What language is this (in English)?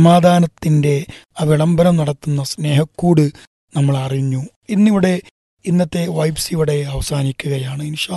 Malayalam